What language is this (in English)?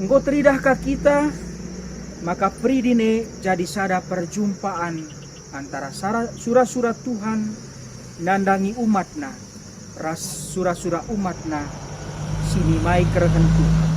Batak Karo